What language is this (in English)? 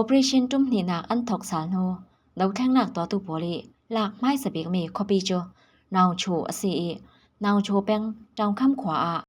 Falam Chin